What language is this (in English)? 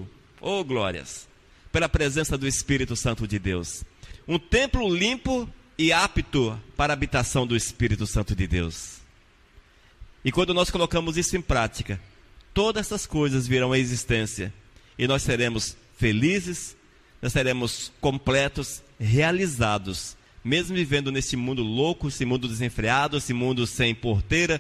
Portuguese